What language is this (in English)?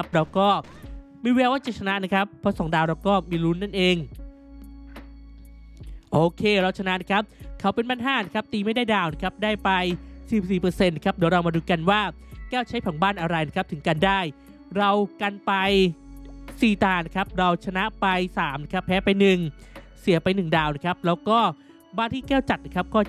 Thai